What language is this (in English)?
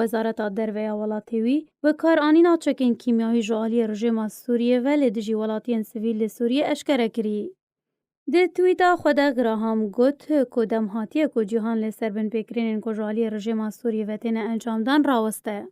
Kurdish